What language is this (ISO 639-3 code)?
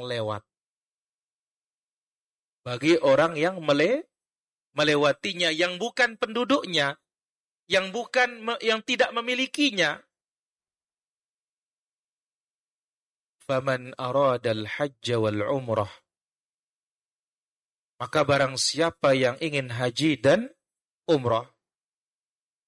ind